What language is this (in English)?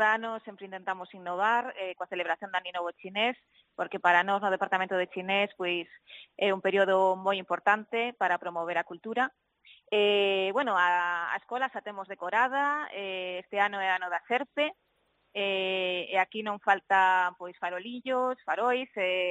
Galician